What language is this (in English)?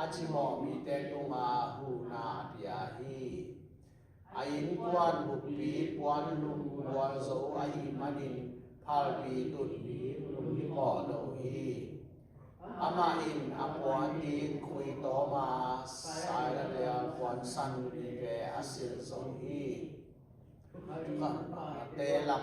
Tedim Chin